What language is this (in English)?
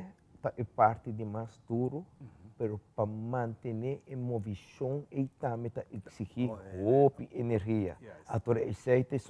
Papiamento